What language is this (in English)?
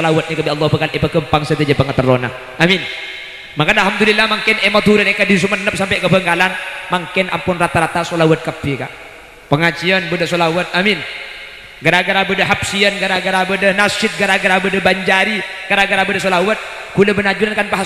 Madurese